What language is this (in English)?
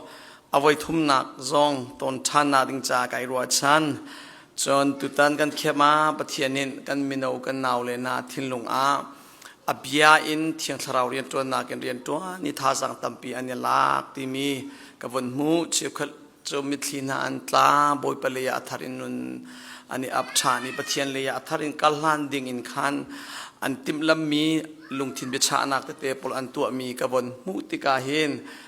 Hakha Chin